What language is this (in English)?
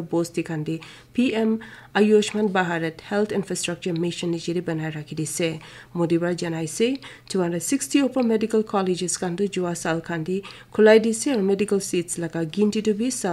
Naga Pidgin